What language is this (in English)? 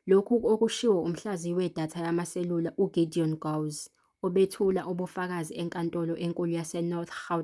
Zulu